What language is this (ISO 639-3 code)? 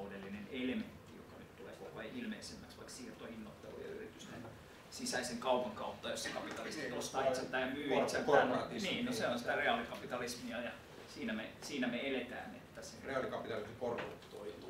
fin